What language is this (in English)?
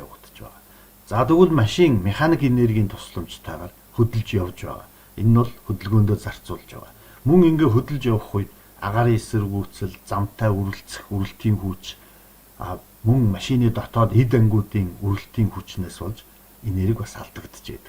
Mongolian